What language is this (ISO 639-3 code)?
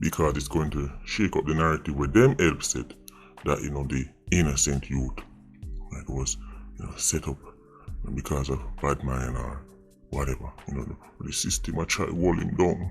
jam